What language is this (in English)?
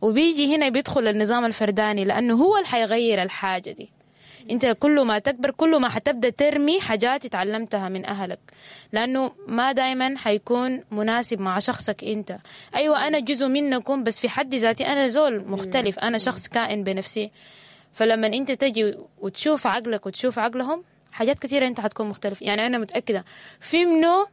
Sudanese Arabic